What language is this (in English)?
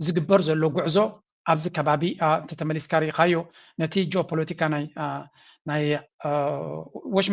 Tigrinya